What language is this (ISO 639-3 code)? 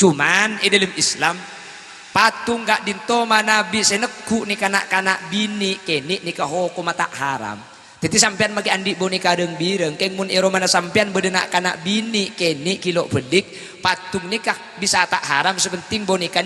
mad